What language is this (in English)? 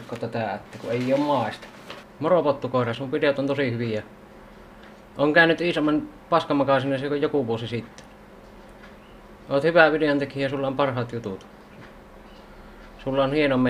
Finnish